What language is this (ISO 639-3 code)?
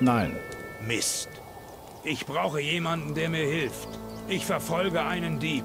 bar